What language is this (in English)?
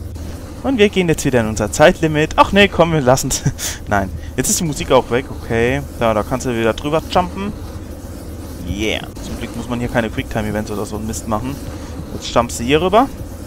German